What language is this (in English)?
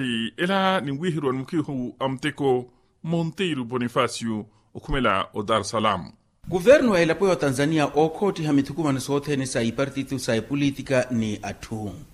Makhuwa